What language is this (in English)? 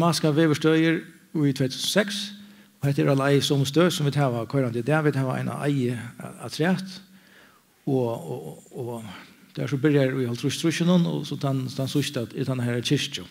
Faroese